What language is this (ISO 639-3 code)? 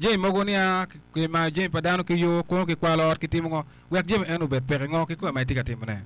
ach